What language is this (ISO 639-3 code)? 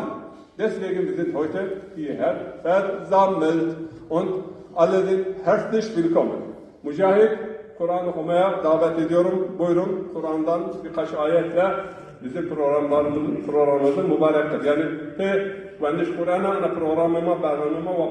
zza